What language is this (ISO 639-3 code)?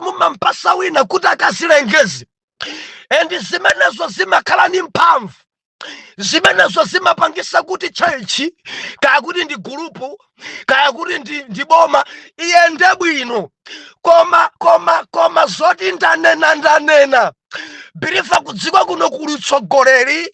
nya